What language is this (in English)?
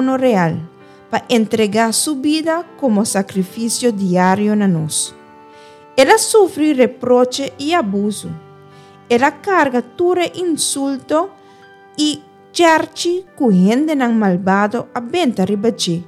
Papiamento